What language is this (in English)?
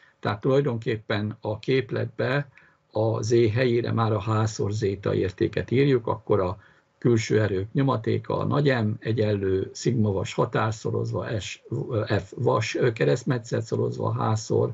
Hungarian